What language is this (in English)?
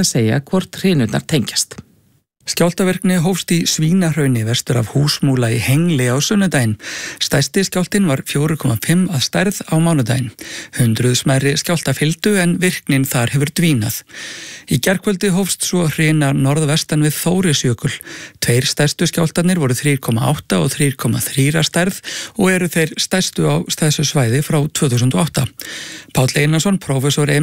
Icelandic